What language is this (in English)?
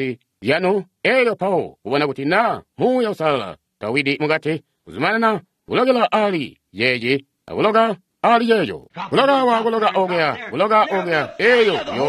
Tonga (Zambia)